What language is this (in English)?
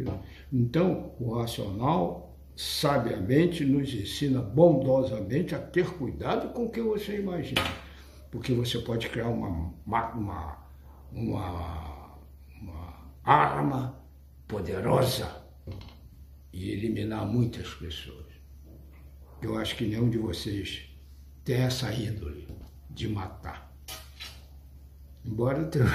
Portuguese